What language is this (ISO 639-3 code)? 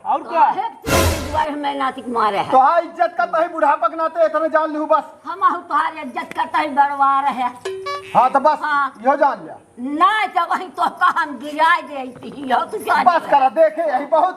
awa